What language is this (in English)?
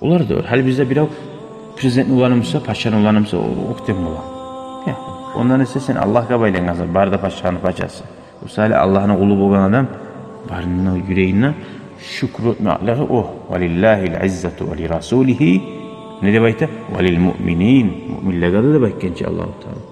Kumyk